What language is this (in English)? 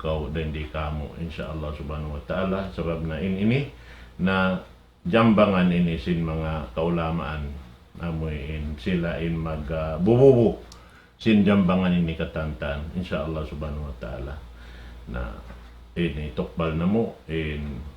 Tausug